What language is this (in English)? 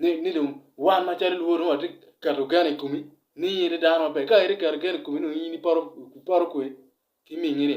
Acoli